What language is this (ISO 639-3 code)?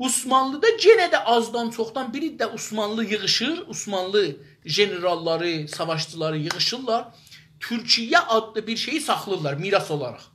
azb